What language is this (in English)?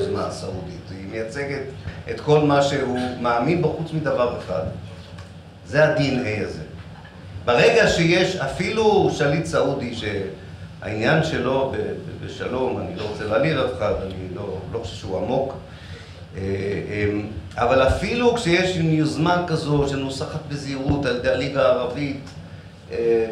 Hebrew